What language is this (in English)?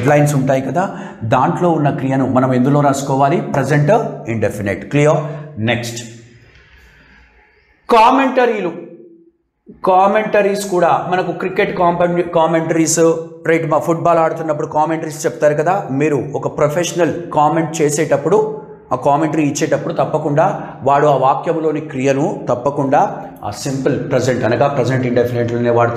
Telugu